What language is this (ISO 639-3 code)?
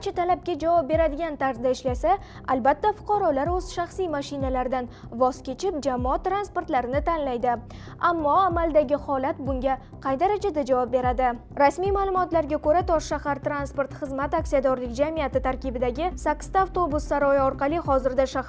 uzb